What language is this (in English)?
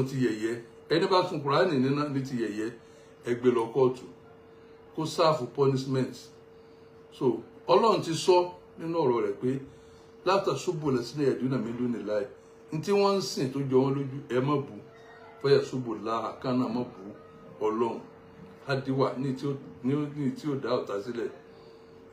Yoruba